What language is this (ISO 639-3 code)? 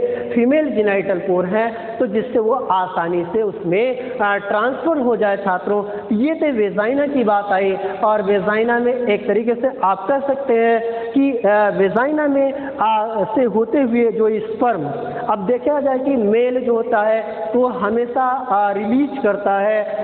hin